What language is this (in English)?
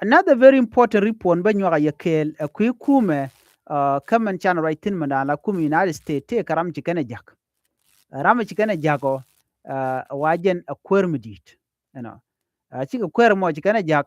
Nuer